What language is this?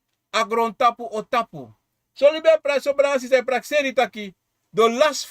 Sranan Tongo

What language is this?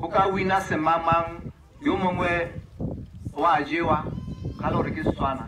Tswana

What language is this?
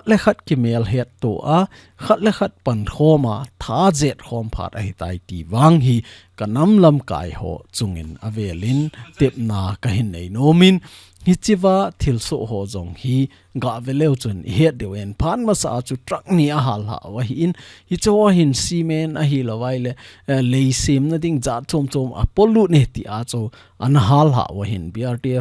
Thado Chin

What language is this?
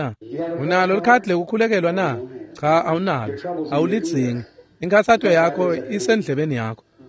Swati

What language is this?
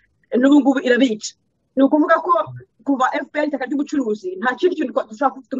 Kinyarwanda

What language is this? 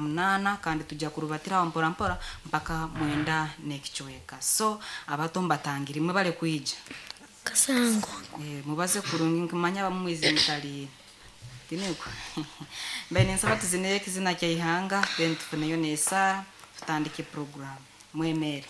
Nyoro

